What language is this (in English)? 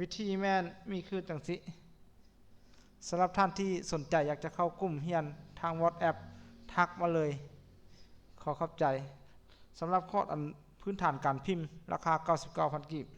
Lao